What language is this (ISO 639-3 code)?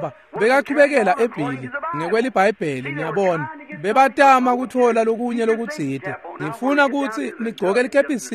ssw